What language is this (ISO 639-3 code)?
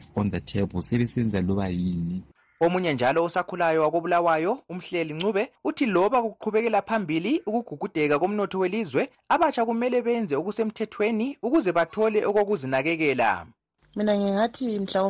nde